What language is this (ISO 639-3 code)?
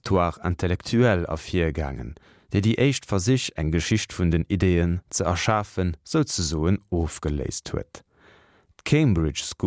ltz